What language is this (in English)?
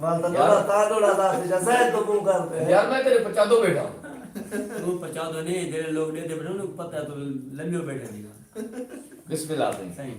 Saraiki